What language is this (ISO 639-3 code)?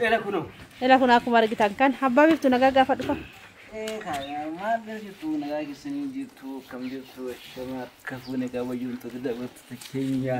orm